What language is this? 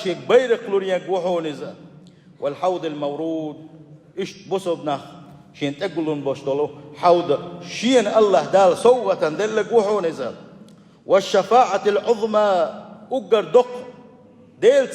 Chechen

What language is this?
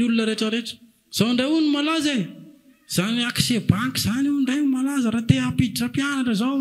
Malagasy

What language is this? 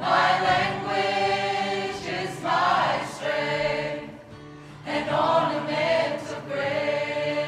Māori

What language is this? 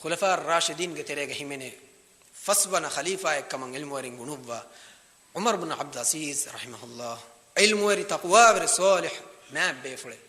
Divehi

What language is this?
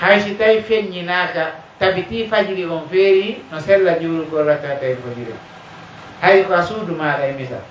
Pular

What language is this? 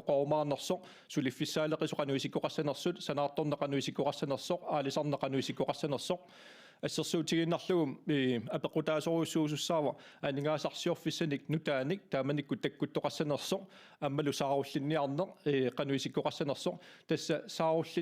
Kalaallisut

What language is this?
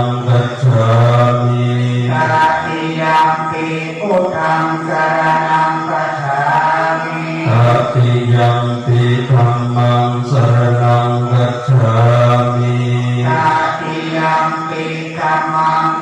Pali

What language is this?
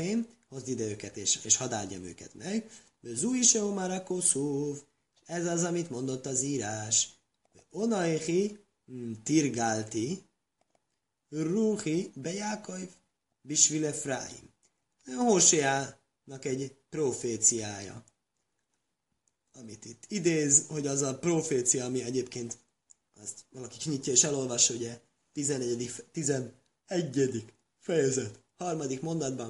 Hungarian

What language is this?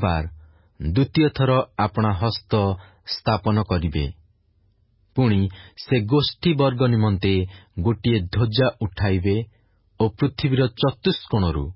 Odia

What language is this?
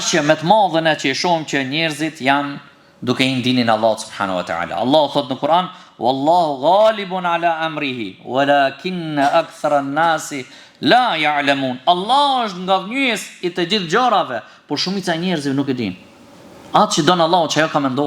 Albanian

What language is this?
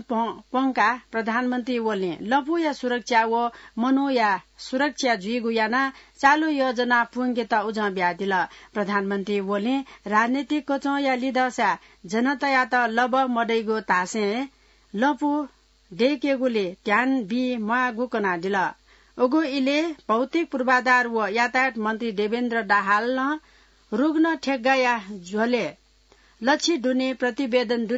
Newari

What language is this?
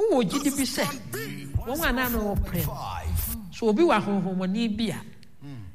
Akan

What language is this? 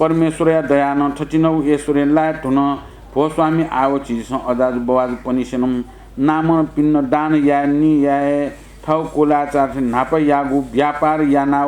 Newari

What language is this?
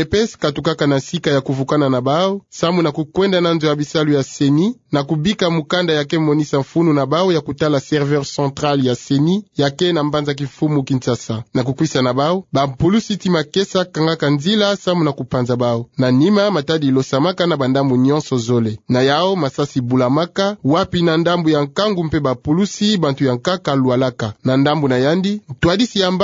Kituba (Democratic Republic of Congo)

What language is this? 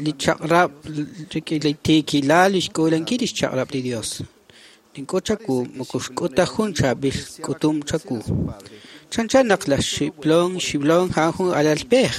Kekchí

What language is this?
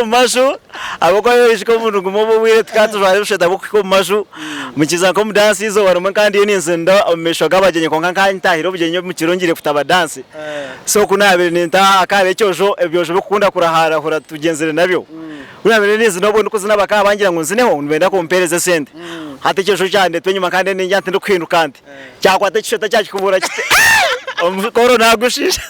Nyankole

